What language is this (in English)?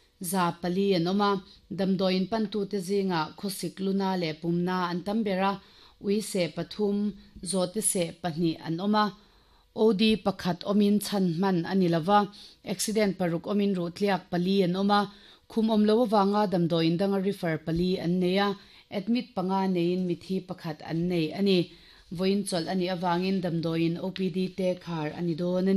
Mizo